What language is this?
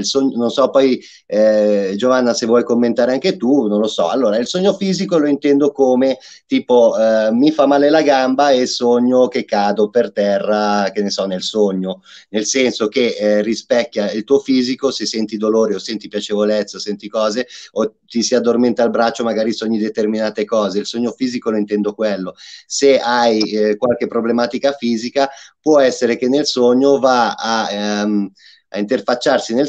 Italian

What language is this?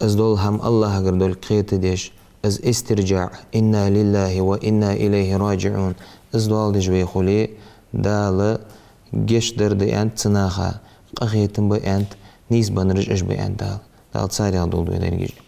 Ingush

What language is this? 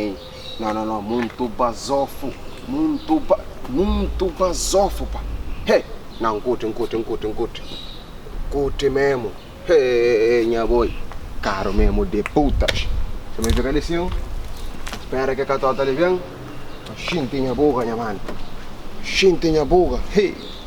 Kabuverdianu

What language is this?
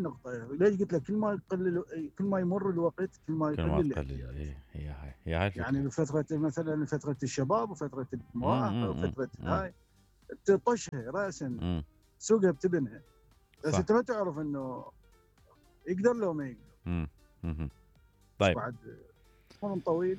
Mesopotamian Arabic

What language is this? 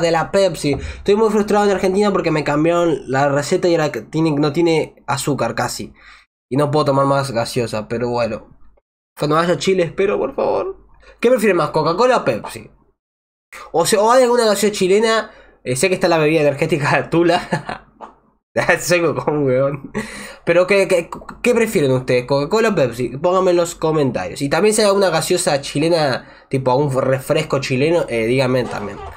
Spanish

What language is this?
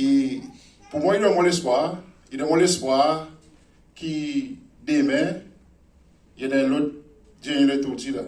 Seselwa Creole French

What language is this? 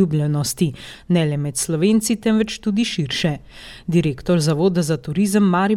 Slovenian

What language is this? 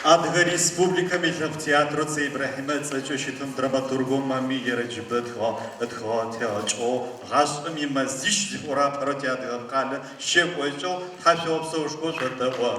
Adyghe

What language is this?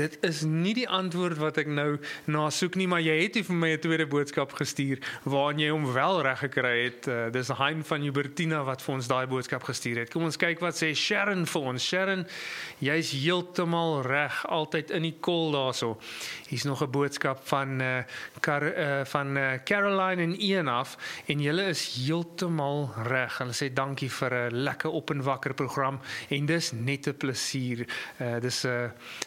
Afrikaans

